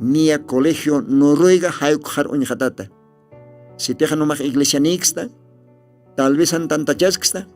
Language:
Aymara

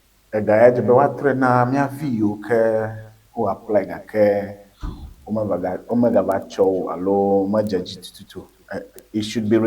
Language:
Ewe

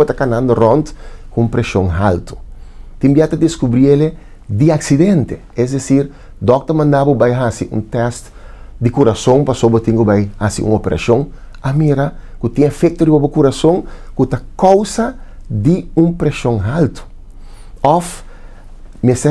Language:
Papiamento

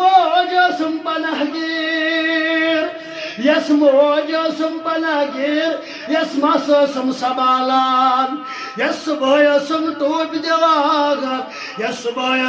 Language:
Kashmiri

